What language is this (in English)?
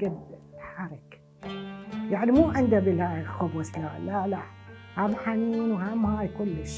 Mesopotamian Arabic